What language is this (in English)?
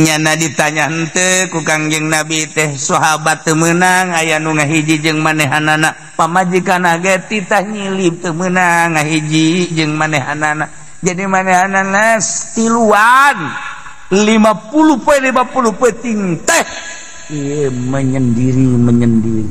Sundanese